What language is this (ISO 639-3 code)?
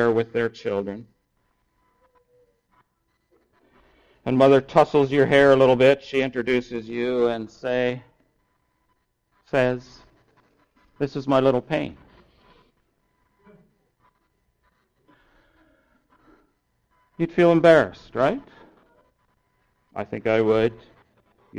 eng